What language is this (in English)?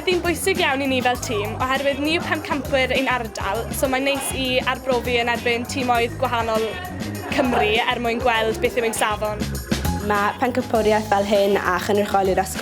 Welsh